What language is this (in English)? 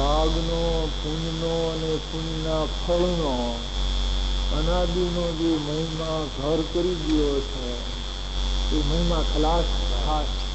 Gujarati